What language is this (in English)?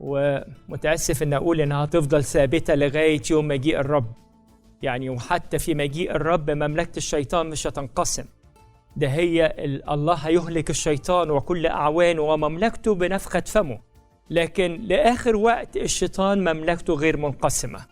Egyptian Arabic